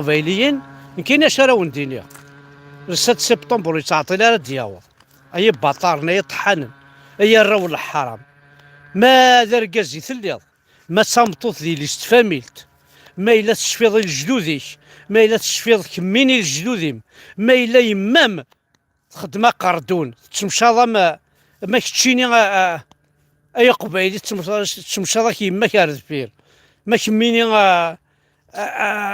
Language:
Kabyle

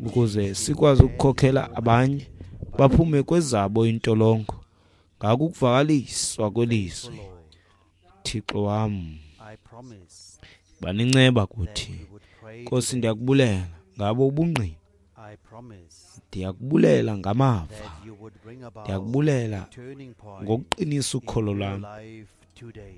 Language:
Xhosa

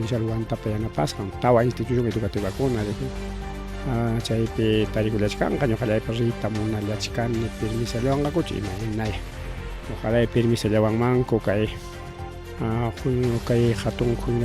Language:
Ayacucho Quechua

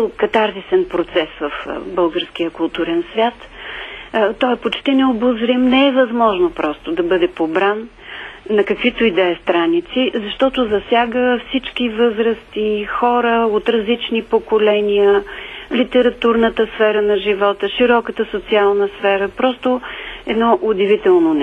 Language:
Bulgarian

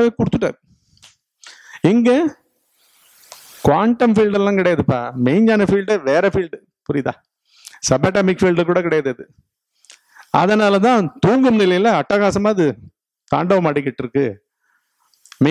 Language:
Tamil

